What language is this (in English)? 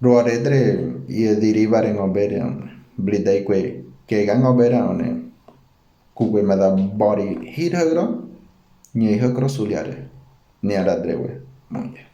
Ngäbere